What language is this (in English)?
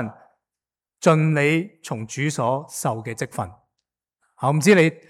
Cantonese